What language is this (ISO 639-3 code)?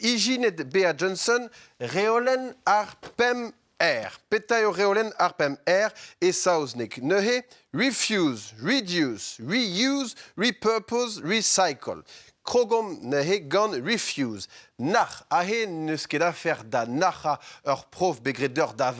bre